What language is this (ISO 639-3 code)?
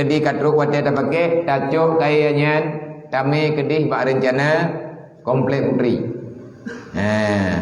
ace